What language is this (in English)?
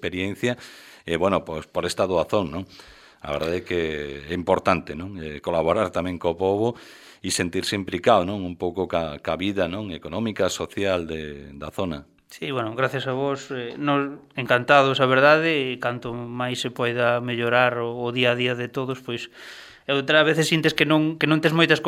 Galician